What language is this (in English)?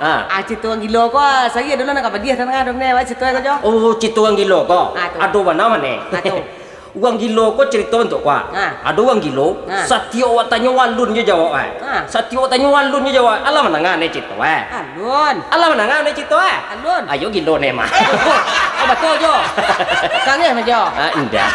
Minangkabau